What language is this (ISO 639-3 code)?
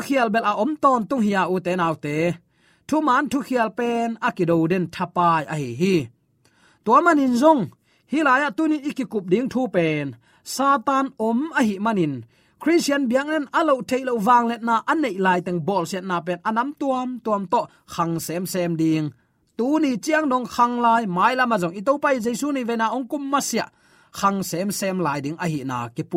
ctd